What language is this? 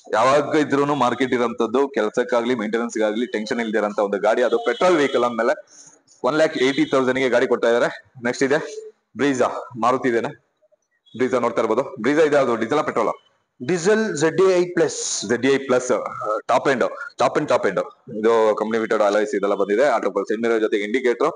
Kannada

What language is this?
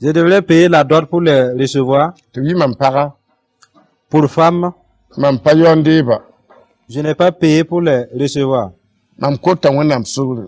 Mossi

